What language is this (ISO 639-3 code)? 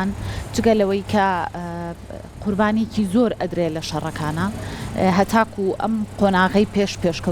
ckb